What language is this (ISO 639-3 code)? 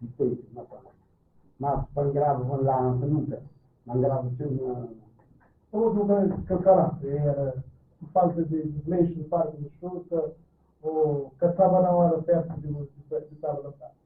kea